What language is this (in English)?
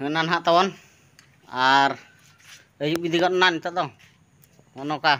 Santali